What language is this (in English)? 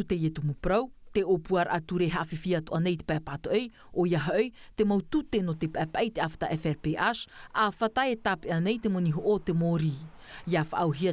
Tahitian